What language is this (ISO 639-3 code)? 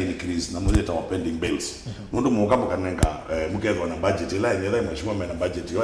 kam